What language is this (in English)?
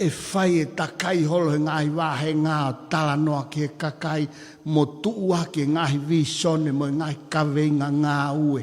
Tongan